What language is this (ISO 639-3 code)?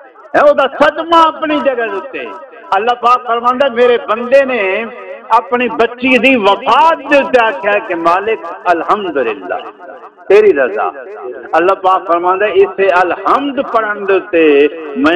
skr